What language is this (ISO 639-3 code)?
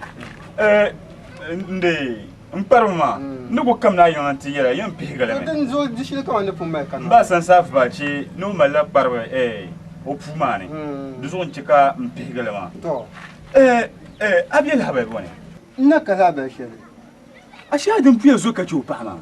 dag